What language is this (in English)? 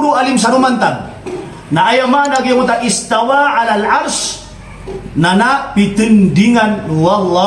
Maranao